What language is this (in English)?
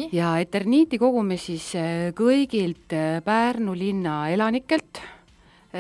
Estonian